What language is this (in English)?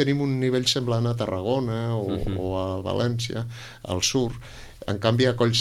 Catalan